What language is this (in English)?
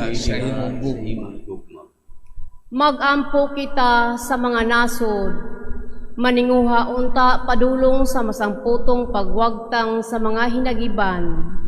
Cebuano